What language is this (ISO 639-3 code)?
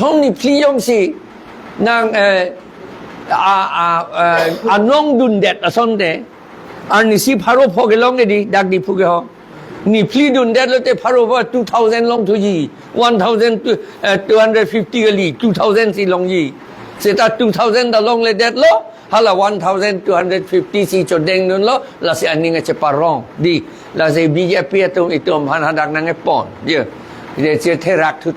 mjw